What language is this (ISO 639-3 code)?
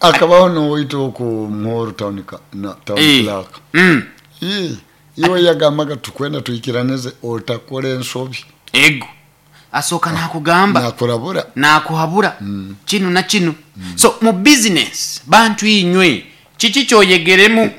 nyo